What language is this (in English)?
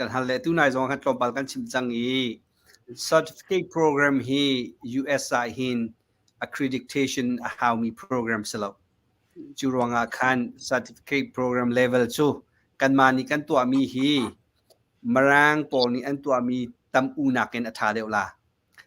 Hakha Chin